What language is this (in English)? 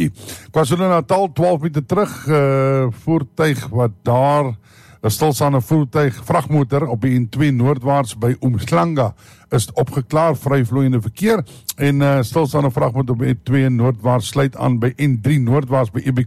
Afrikaans